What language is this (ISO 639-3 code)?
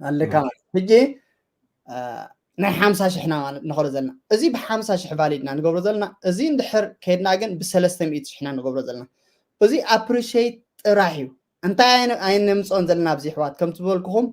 tir